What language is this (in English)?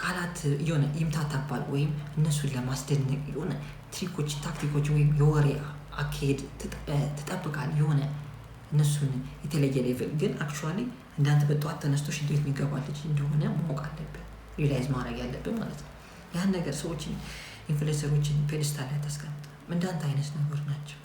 Amharic